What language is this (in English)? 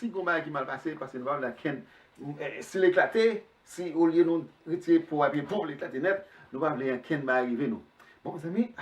Haitian Creole